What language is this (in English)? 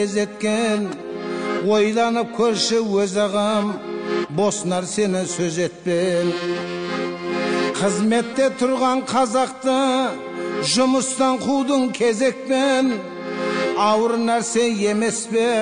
Kazakh